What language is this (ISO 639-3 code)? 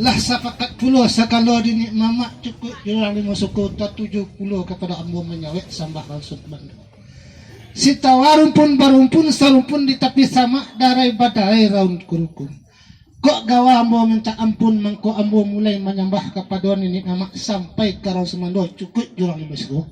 min